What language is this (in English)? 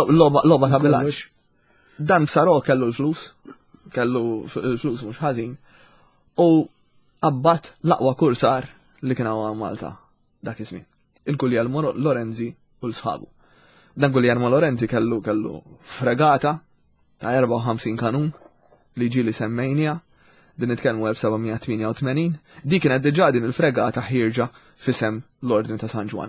Maltese